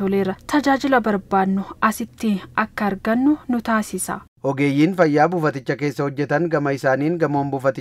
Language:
Oromo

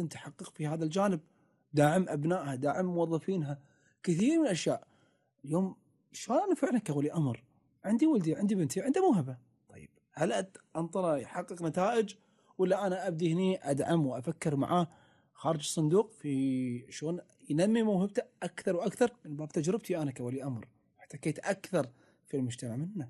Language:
Gulf Arabic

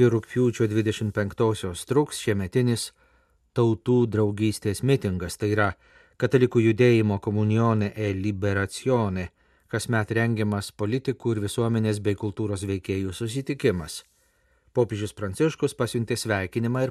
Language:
Lithuanian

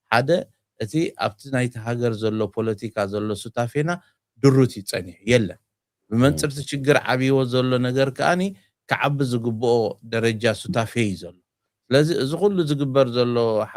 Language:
Tigrinya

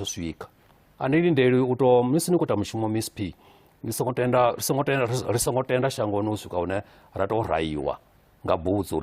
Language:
Venda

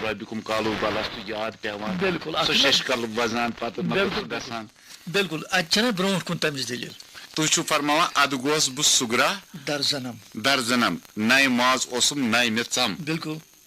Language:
Kashmiri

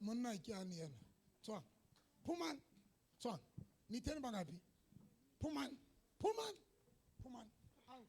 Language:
Southern Sotho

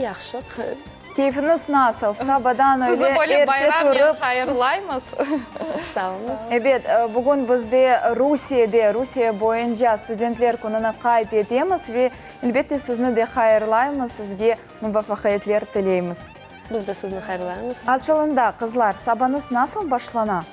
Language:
Crimean Tatar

